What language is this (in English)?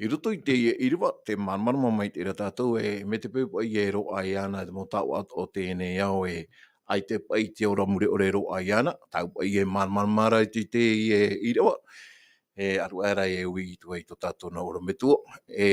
Tahitian